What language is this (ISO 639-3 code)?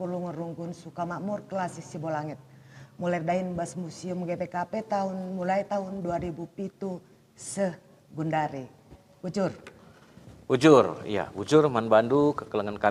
btx